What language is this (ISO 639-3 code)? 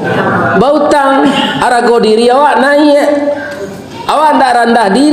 min